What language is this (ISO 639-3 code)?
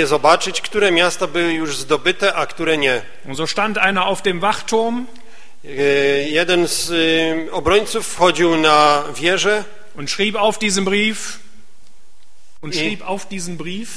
pol